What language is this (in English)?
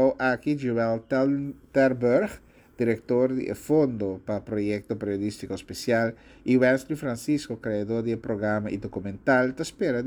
Papiamento